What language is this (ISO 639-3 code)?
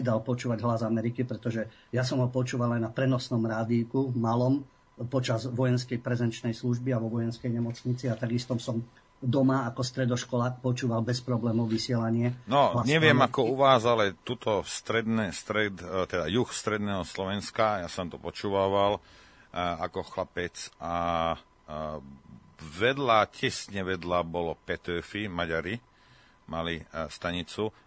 slk